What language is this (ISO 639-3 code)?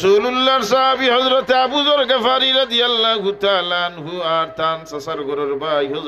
syl